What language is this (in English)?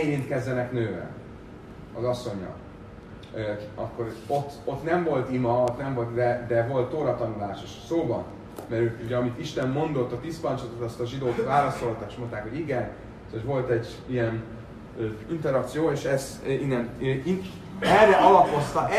Hungarian